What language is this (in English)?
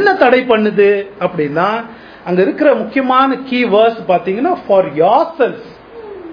Tamil